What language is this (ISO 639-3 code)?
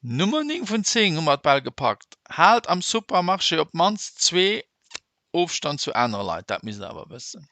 ltz